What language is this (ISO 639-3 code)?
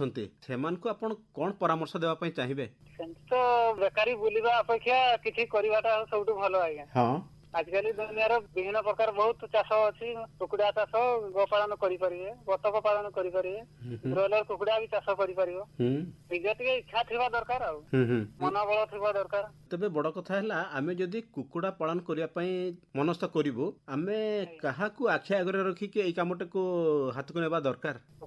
ori